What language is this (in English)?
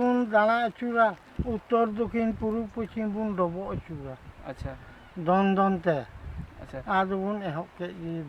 Santali